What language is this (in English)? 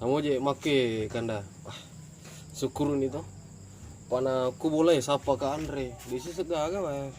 Buginese